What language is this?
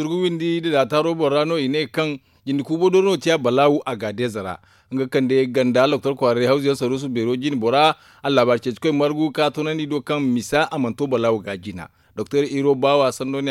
Zarma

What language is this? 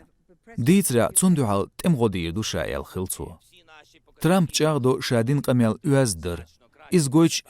Chechen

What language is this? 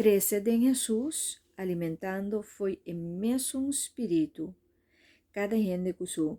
Papiamento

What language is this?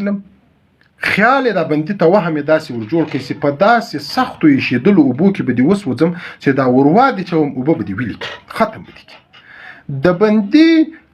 Pashto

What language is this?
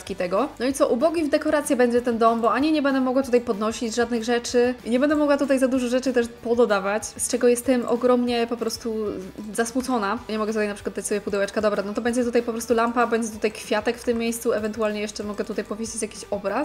Polish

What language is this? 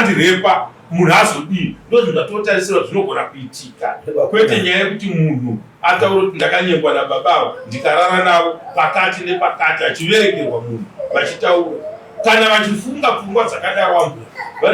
Shona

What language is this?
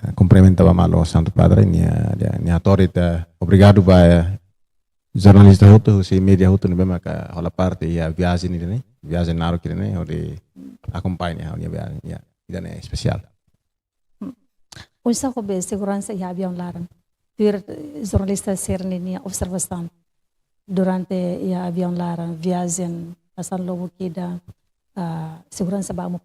Tetum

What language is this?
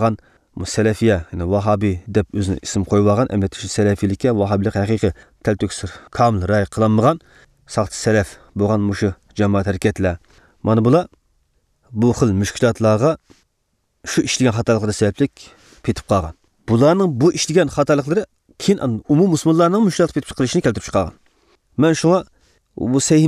Uyghur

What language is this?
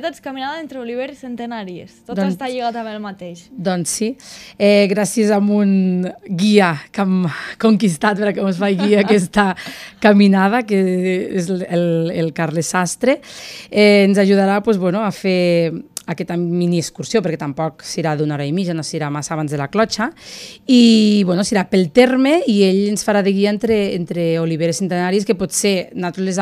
Catalan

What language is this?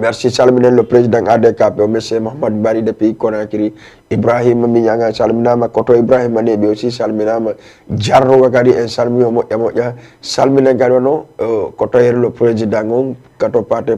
Fula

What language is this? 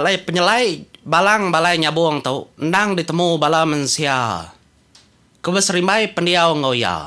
Iban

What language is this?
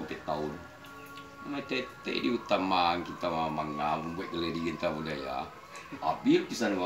Minangkabau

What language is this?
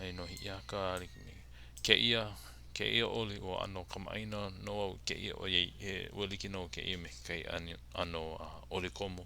Hawaiian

